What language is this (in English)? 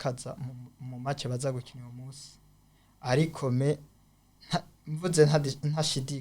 Rundi